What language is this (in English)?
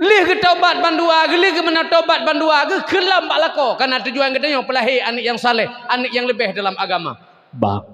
Achinese